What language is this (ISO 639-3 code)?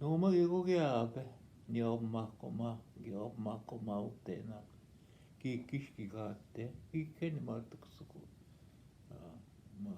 ojb